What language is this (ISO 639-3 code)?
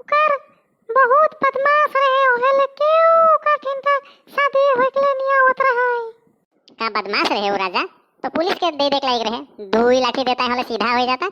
sck